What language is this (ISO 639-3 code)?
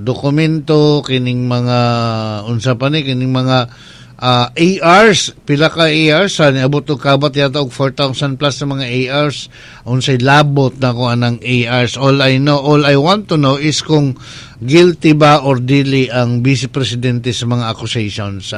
ceb